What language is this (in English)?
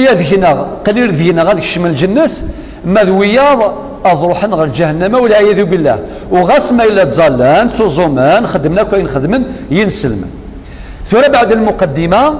Kabyle